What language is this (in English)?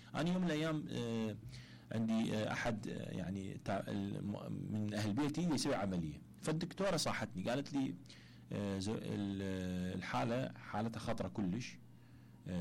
Mesopotamian Arabic